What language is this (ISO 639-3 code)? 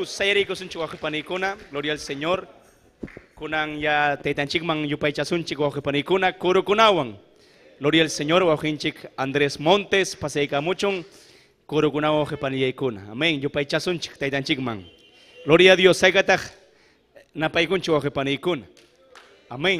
quy